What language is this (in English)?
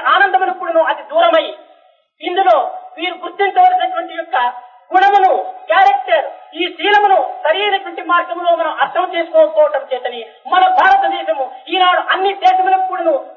Telugu